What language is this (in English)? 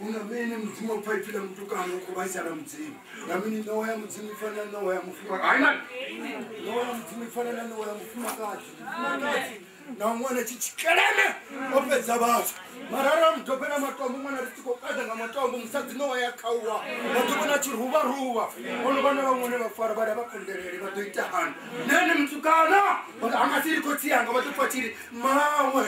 Venda